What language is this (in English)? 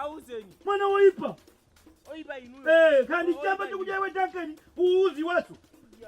Nyanja